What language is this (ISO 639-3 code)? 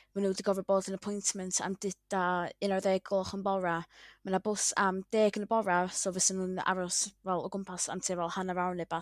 cym